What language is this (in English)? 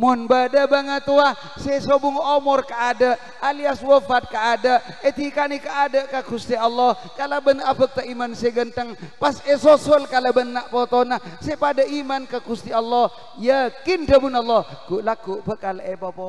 Madurese